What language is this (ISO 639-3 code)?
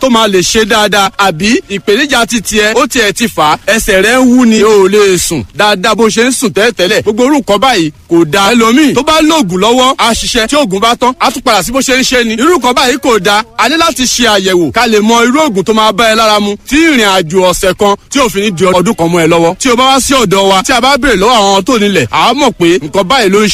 yor